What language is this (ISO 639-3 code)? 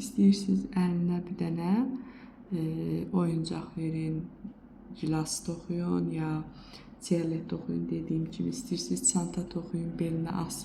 aze